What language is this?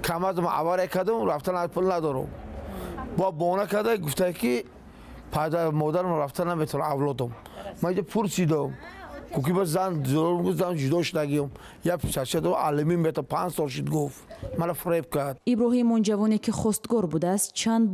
Tajik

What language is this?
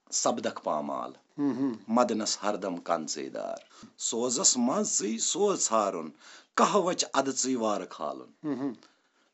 Kashmiri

